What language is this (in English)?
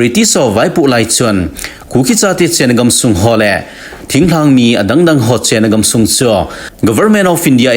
Thado Chin